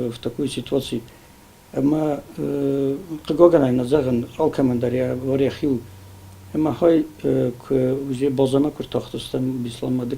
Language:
Ossetic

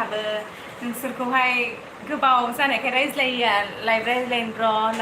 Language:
Bodo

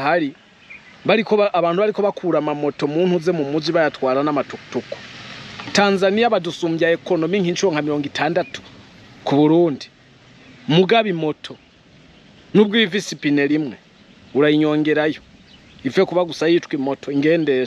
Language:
Rundi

